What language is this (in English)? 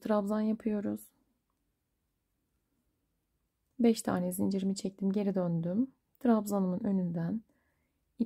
Turkish